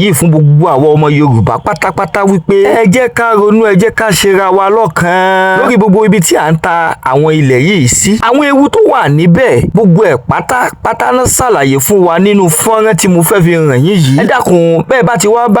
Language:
Yoruba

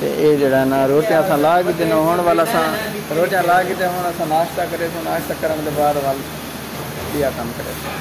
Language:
Saraiki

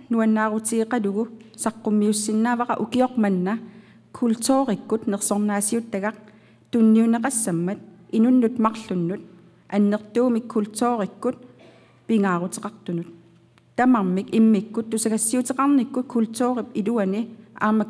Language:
Kalaallisut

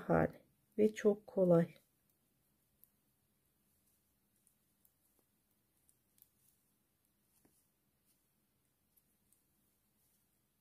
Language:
Turkish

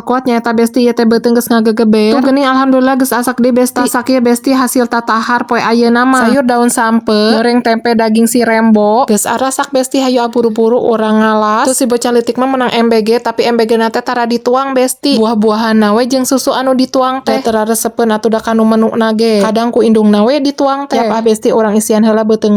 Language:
Sundanese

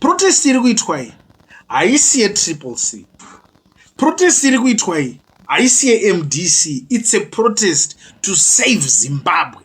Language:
Shona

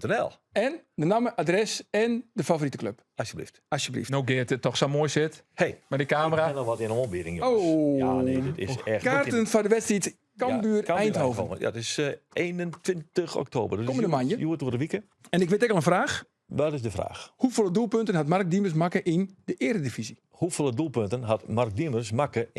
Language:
Western Frisian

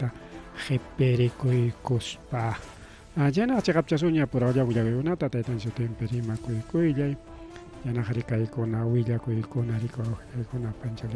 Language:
Ayacucho Quechua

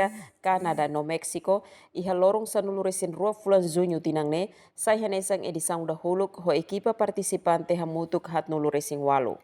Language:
Tetum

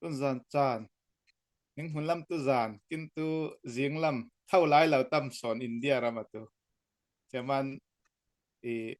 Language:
Falam Chin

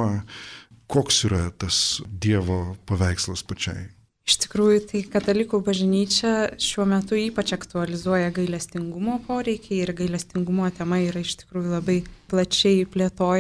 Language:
Lithuanian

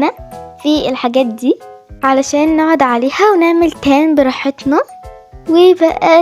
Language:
Egyptian Arabic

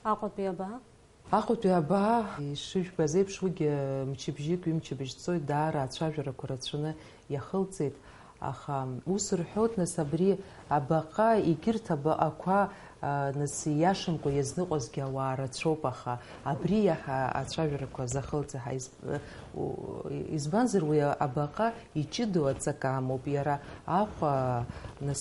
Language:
Abkhazian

